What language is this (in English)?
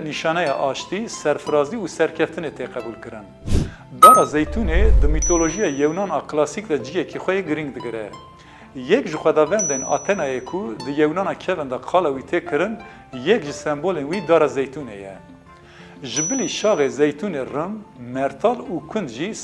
Kurdish